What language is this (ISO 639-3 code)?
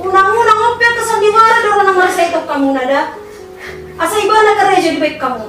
bbc